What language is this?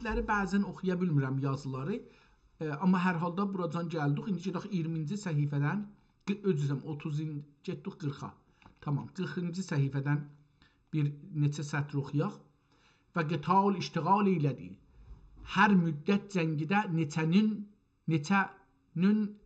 South Azerbaijani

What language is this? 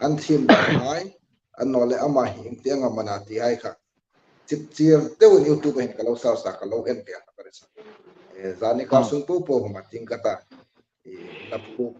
Hmar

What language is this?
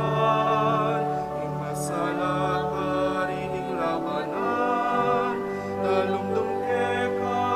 Pampanga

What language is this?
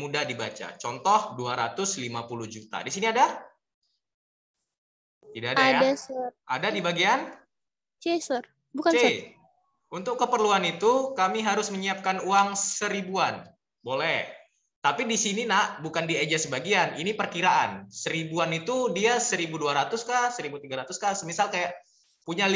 Indonesian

